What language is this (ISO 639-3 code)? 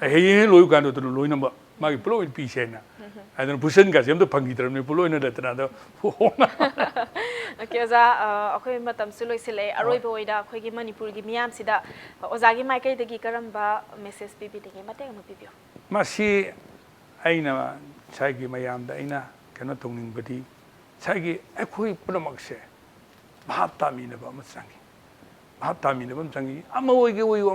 mni